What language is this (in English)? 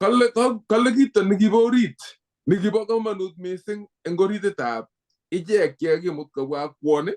Kalenjin